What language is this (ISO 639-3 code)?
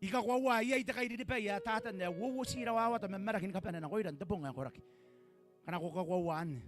gil